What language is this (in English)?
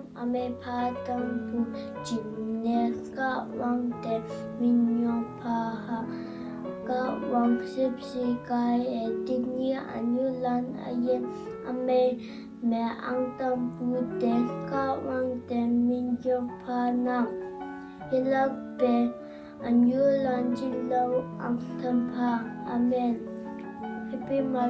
Konyak Naga